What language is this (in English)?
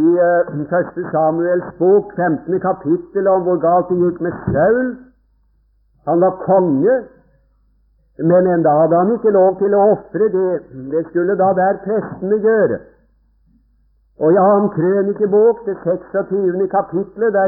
Norwegian